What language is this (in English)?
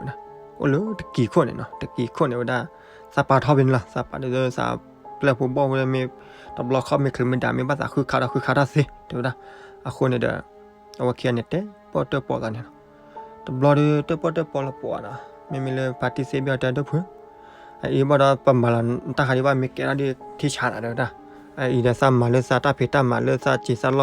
S'gaw Karen